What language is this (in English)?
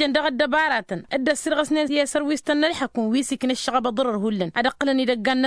Tamasheq